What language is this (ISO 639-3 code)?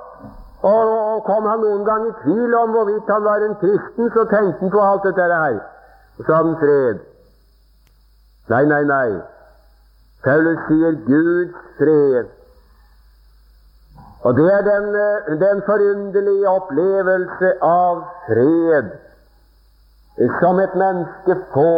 nor